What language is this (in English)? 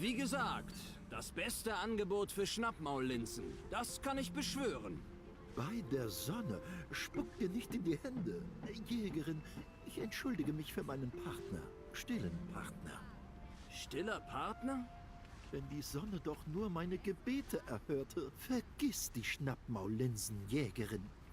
Swiss German